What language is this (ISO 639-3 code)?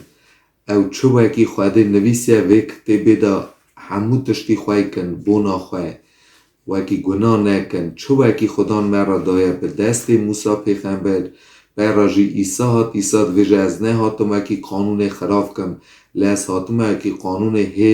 kur